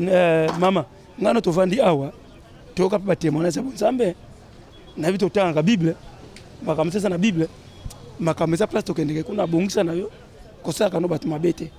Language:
Lingala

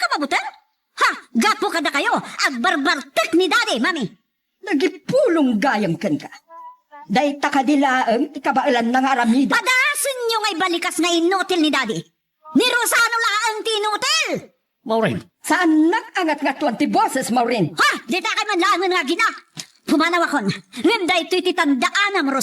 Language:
Iloko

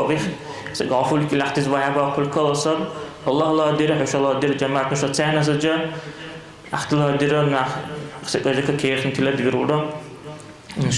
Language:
Dargwa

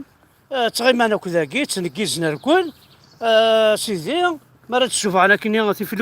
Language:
Kabyle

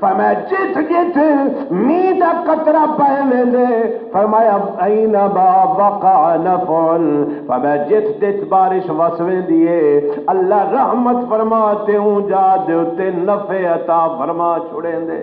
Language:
Saraiki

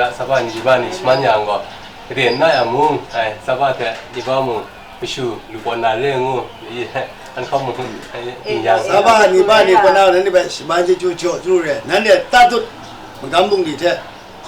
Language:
Kachin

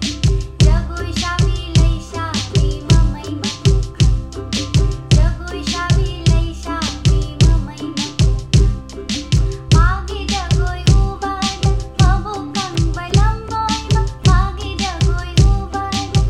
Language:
Manipuri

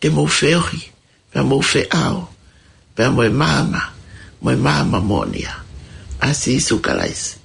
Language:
Tongan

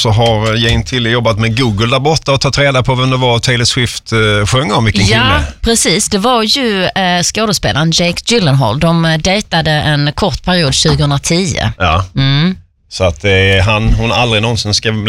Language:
Swedish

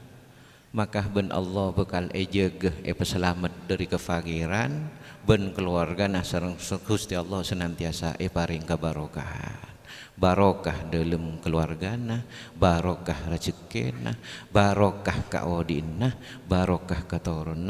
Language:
Madurese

